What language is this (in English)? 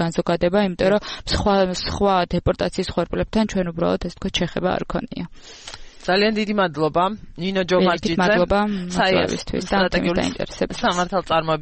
Georgian